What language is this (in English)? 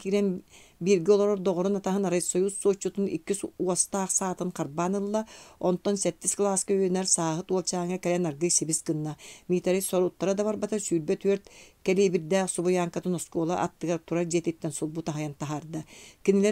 Yakut